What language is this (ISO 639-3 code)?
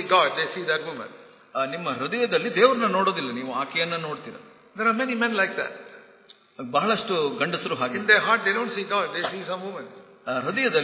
kan